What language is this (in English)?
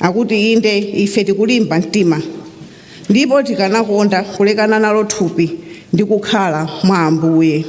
Nyanja